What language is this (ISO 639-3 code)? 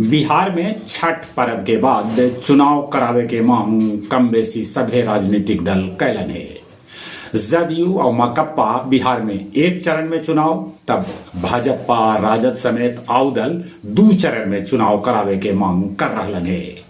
mag